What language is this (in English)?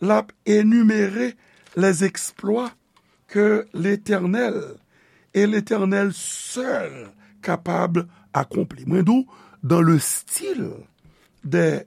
Haitian Creole